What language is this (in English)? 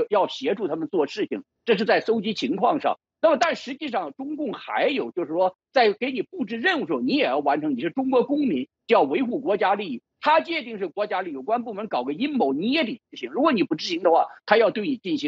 Chinese